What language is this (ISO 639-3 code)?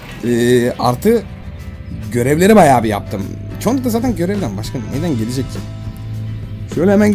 tur